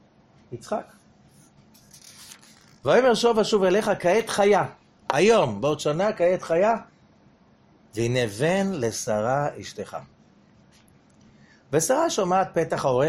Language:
Hebrew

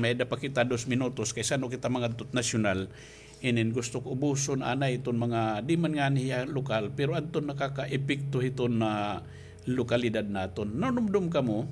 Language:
Waray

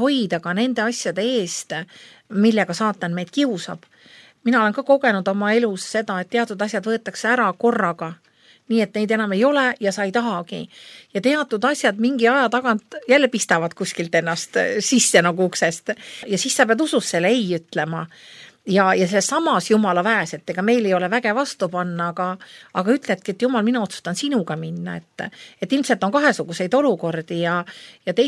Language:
Estonian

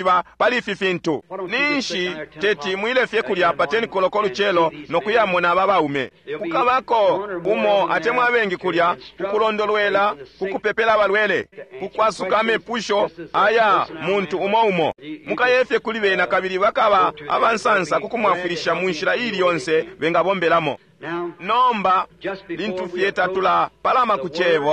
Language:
Bemba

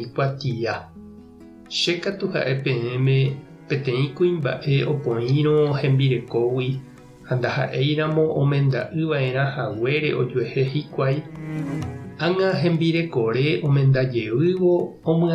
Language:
Guarani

